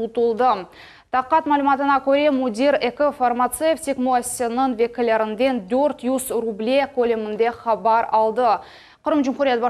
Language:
Crimean Tatar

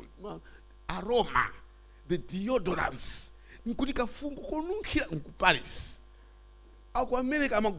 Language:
Nyanja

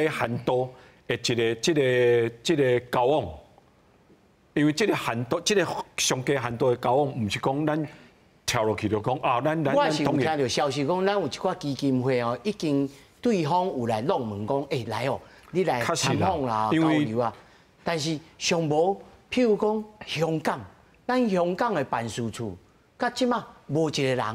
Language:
Min Nan Chinese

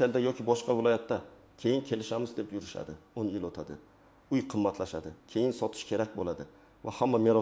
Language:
Uzbek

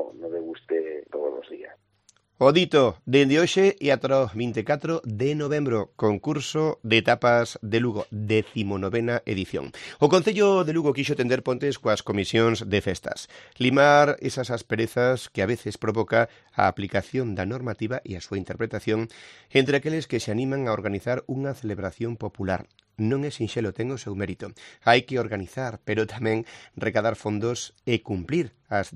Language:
Galician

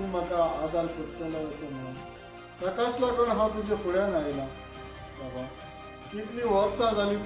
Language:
Konkani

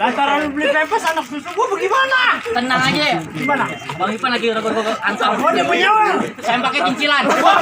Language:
Betawi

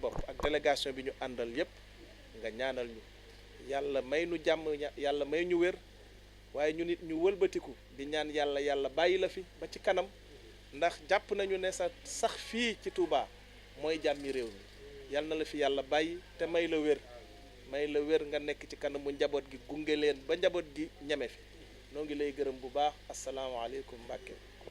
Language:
Wolof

